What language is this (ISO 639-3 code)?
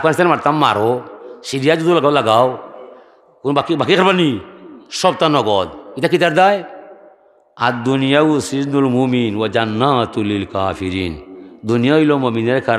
syl